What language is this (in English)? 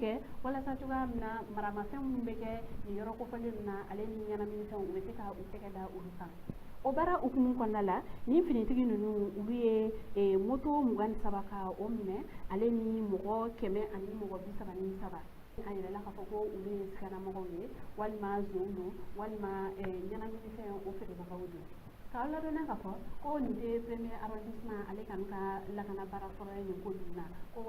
Bambara